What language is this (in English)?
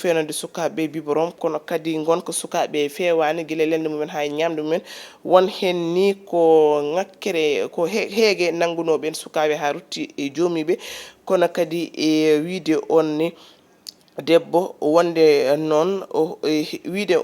Fula